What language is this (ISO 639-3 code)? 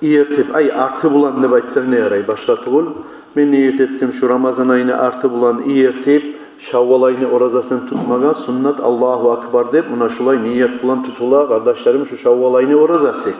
kum